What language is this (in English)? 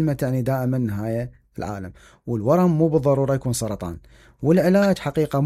Mesopotamian Arabic